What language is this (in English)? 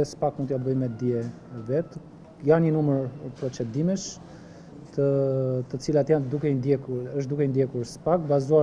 Albanian